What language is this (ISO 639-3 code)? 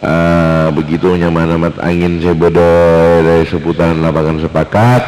mad